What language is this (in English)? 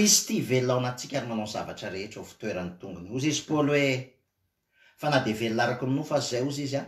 Malagasy